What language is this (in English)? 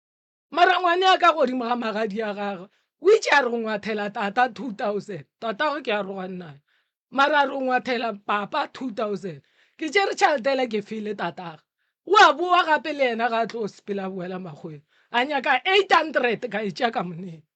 Northern Sotho